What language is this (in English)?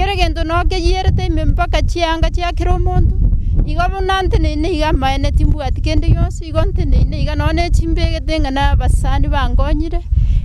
Gusii